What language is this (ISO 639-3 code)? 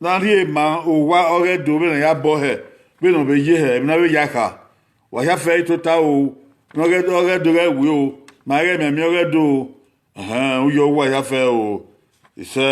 bin